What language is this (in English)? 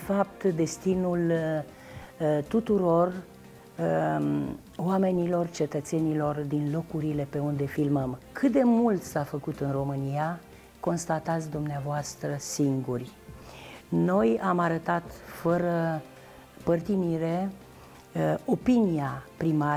Romanian